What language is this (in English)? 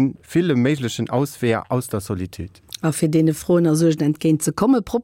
Luxembourgish